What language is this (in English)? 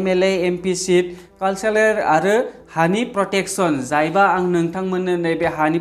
Bodo